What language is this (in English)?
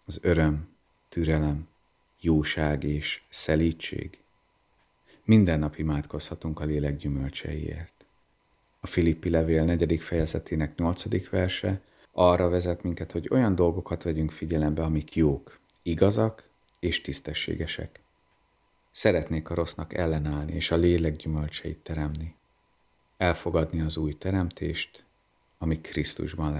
Hungarian